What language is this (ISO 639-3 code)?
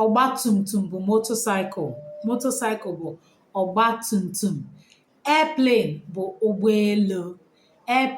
ibo